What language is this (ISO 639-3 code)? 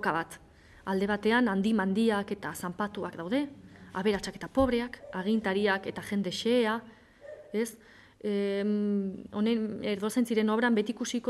eus